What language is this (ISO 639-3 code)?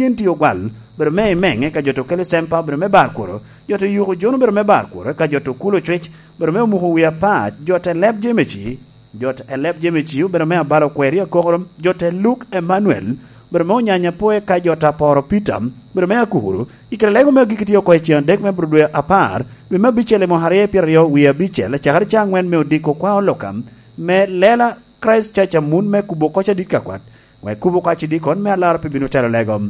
laj